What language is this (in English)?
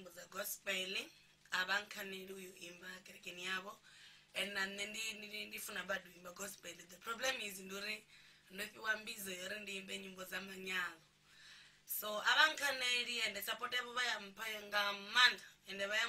Venda